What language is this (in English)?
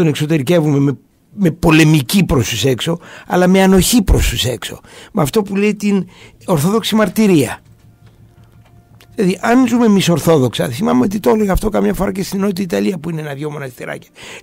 Greek